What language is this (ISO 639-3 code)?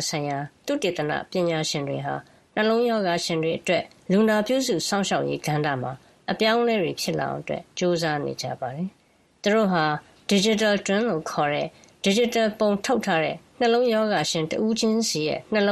mya